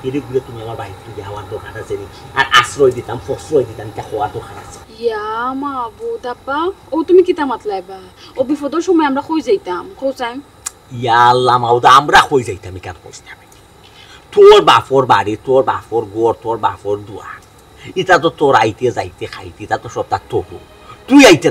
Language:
Sylheti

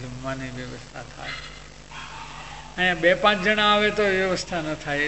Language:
Gujarati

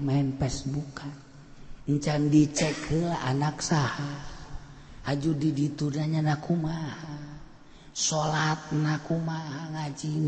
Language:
Sundanese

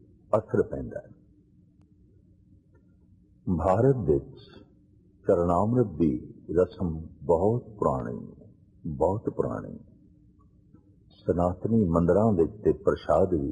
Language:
Punjabi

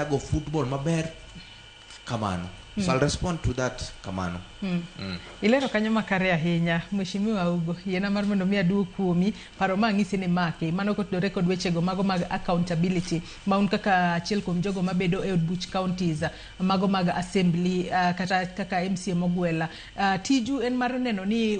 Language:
Luo (Kenya and Tanzania)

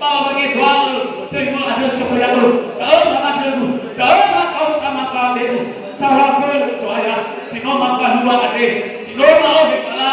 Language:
Nias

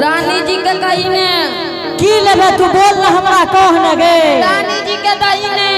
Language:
Angika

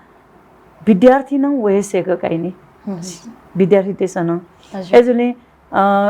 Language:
Newari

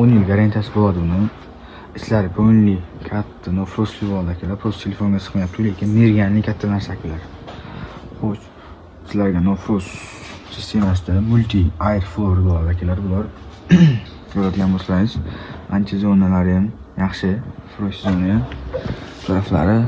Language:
Uzbek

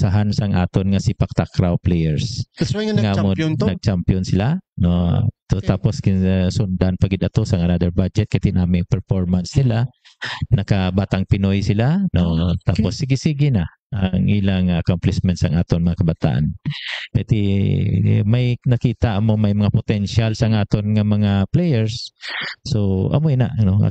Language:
Hiligaynon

